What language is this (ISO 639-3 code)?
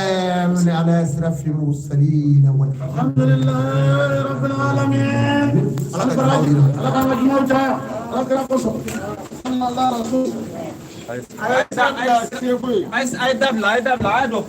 bam